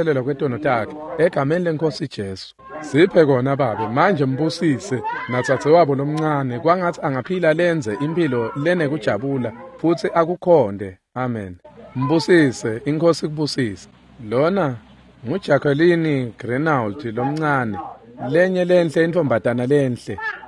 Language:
Swati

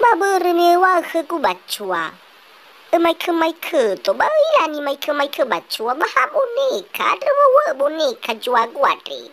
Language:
Nias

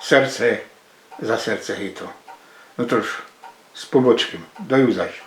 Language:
Silesian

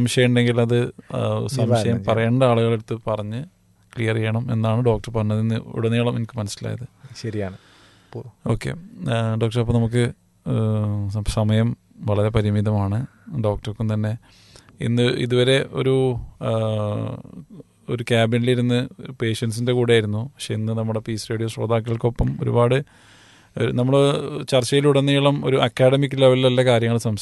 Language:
Malayalam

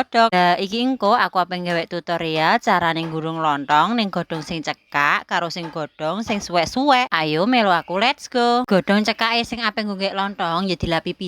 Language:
Javanese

